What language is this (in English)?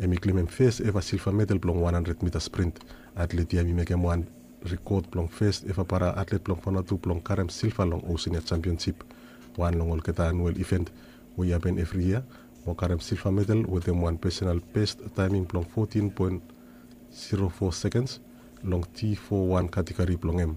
Bislama